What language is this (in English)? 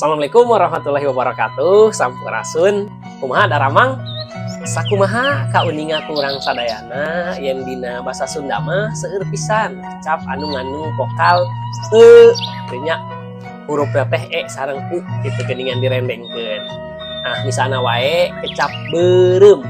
Sundanese